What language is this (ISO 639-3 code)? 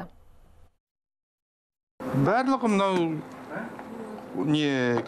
kaz